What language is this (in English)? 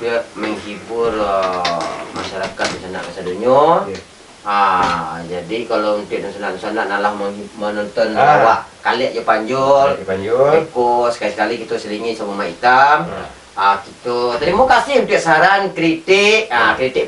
Minangkabau